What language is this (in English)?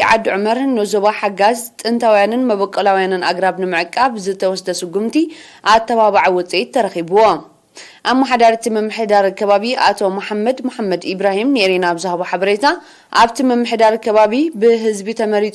Tigrinya